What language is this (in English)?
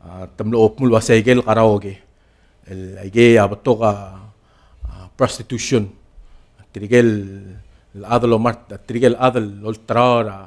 Palauan